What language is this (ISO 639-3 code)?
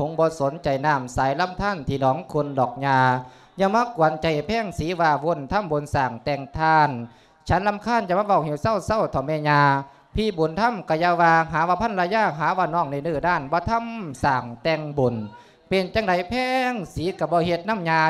lao